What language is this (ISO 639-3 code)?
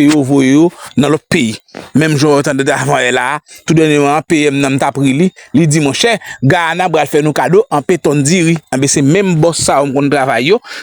hat